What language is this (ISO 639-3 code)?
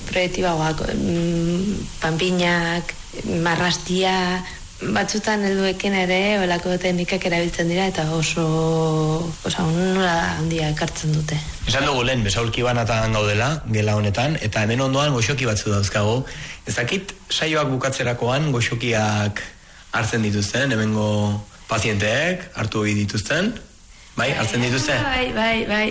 eus